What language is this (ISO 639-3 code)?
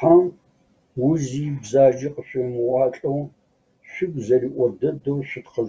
kbd